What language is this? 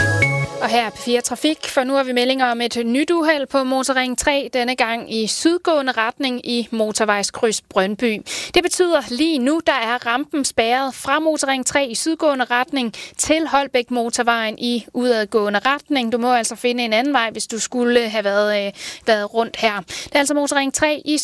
Danish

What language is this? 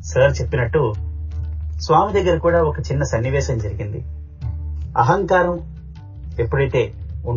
Telugu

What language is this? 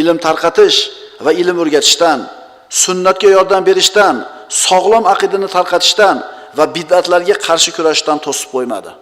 Uzbek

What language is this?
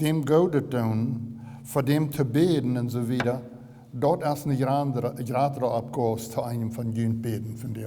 Plautdietsch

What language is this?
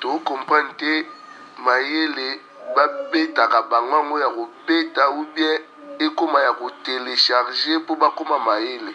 Lingala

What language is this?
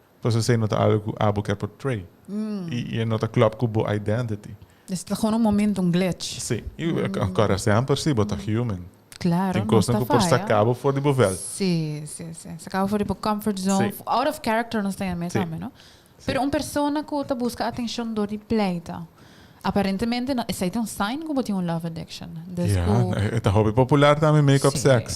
Papiamento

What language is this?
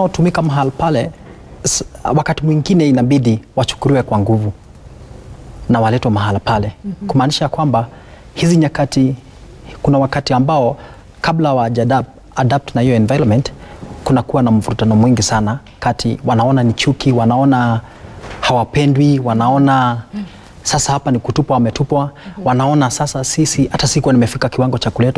Swahili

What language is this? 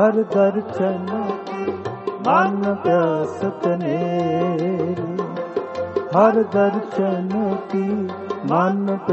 Punjabi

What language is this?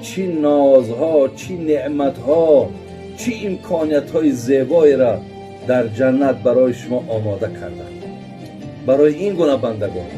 Tajik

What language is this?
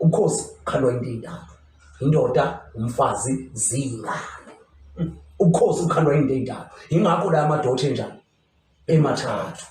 Zulu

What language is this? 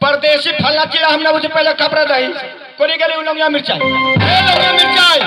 Maithili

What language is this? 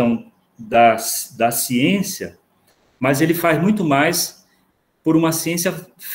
Portuguese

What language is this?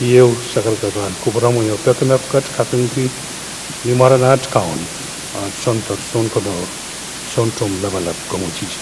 Pohnpeian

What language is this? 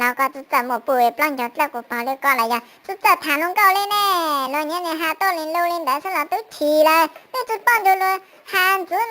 Hmong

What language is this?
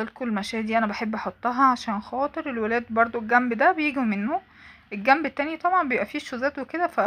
Egyptian Arabic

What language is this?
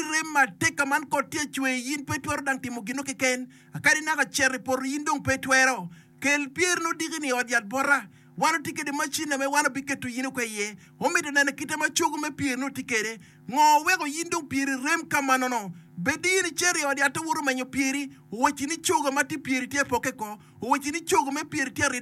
Acoli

